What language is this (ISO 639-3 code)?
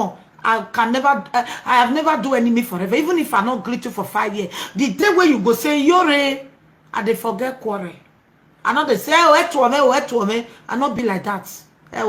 pcm